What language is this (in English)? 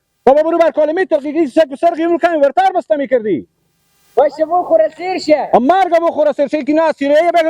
Persian